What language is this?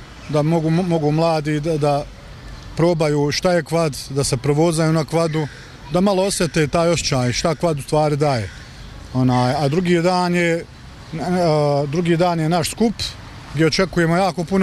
Bosnian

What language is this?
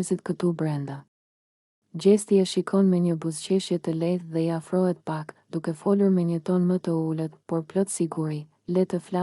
Albanian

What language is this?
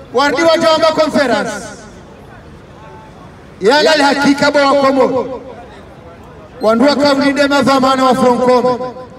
Swahili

